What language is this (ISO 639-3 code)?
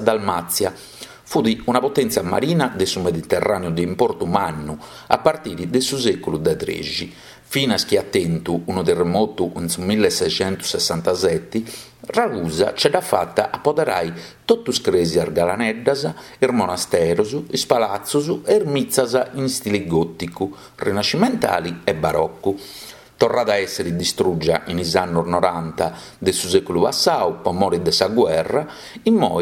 srd